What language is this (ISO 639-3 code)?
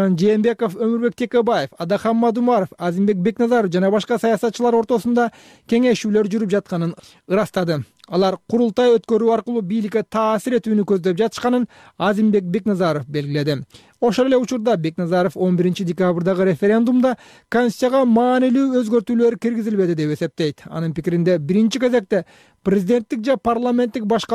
kir